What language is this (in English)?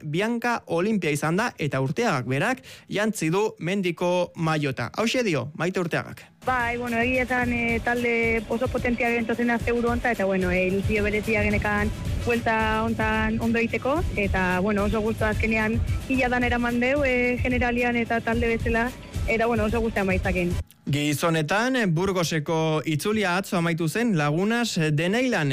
Basque